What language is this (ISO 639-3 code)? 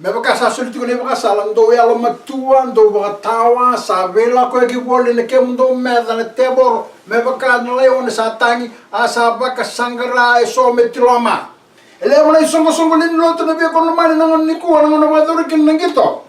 fij